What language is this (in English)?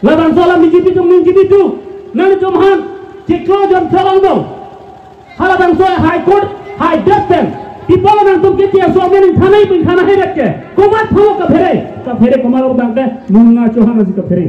Karbi